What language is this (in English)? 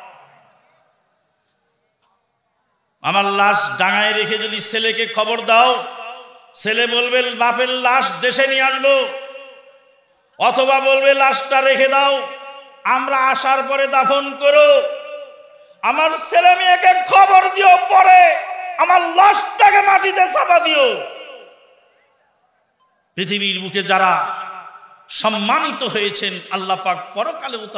Bangla